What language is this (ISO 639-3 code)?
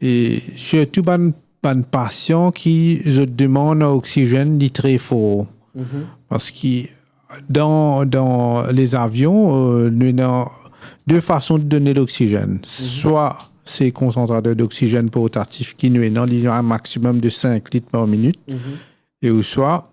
mfe